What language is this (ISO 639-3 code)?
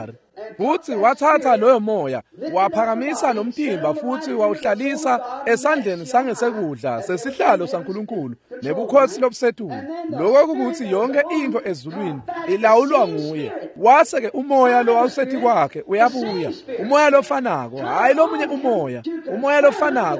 ssw